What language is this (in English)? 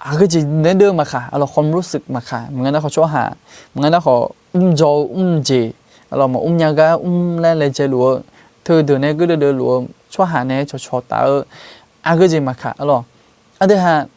Akha